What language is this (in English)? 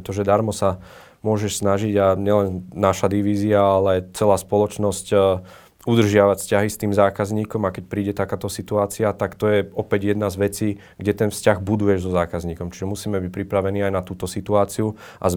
Slovak